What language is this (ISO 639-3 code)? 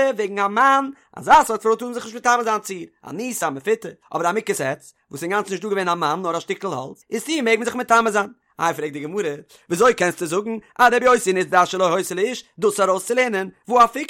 yid